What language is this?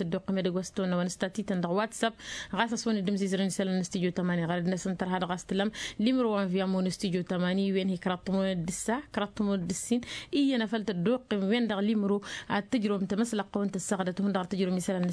Tamasheq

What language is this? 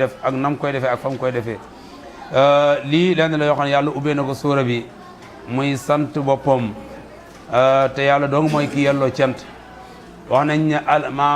Wolof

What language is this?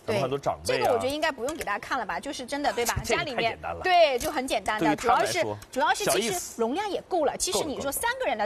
Chinese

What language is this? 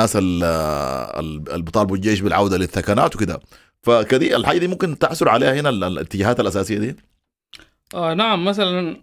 Sudanese Arabic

